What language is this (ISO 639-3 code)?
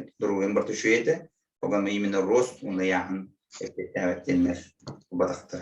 sah